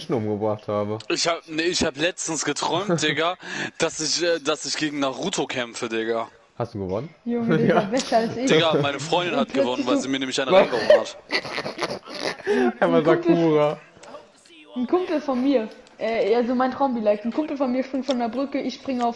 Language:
German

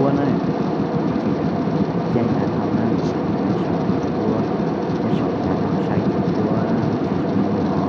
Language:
Hmong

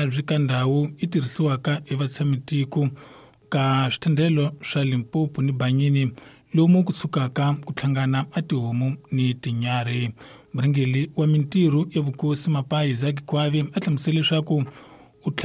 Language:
Tsonga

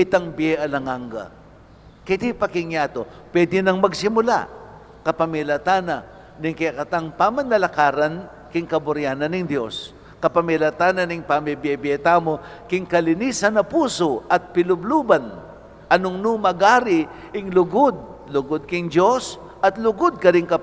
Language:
Pampanga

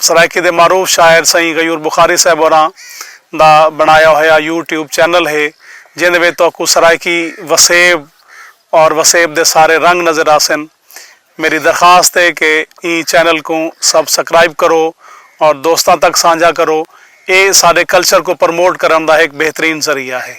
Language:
Saraiki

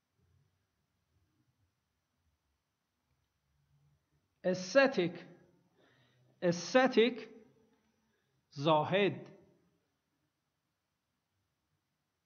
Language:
Persian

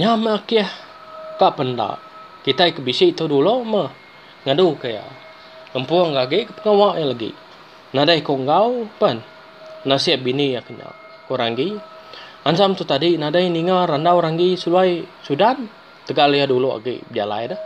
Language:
Iban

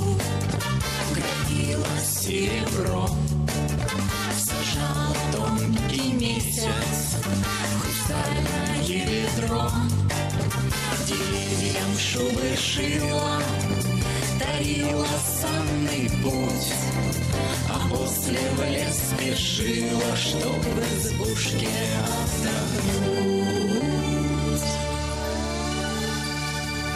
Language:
Russian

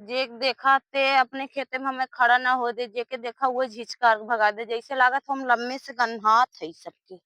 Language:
Awadhi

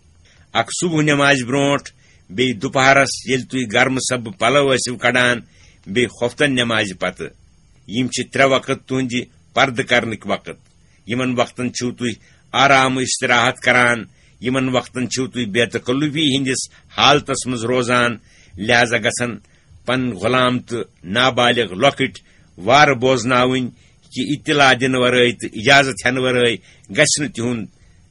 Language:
Kashmiri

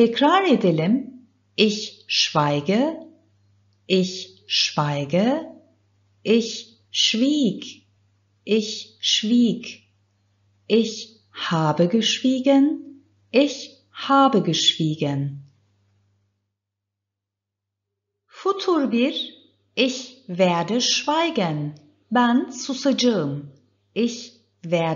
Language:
Turkish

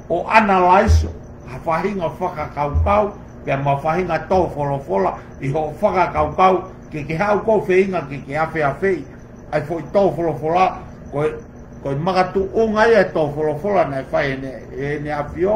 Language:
Tongan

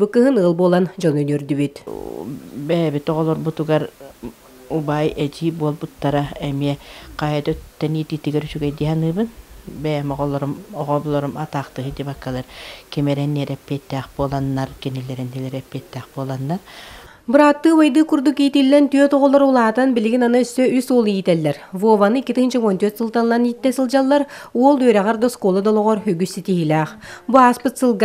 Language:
Yakut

